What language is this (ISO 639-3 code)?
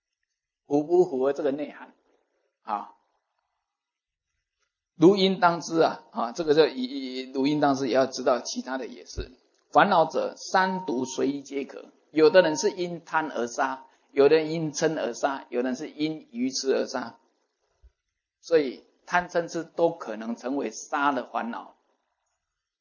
zho